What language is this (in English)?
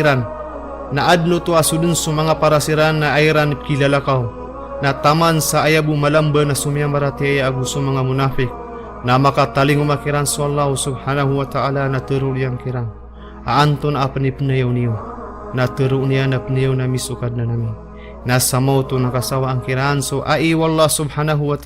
Maranao